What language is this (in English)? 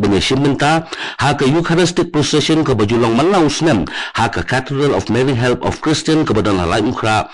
Khasi